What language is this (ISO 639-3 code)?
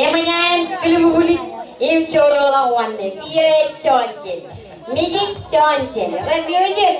mah